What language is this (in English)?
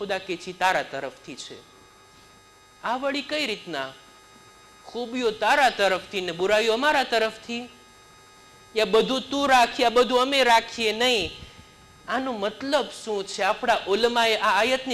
Gujarati